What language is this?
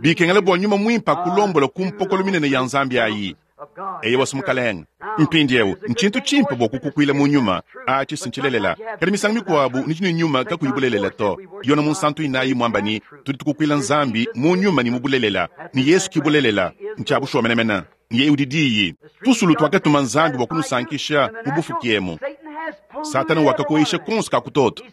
Luba-Lulua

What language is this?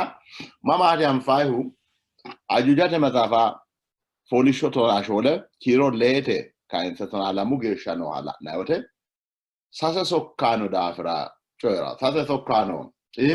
Sidamo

